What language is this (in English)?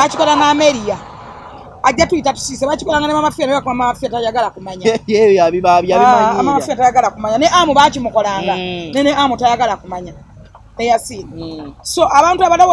Ganda